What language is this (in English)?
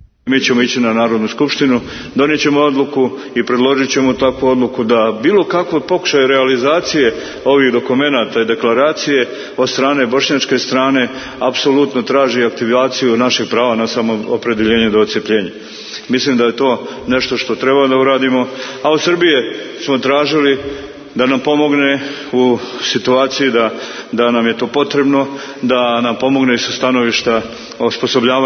Serbian